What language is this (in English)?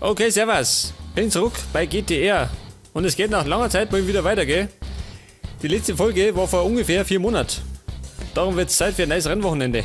Bavarian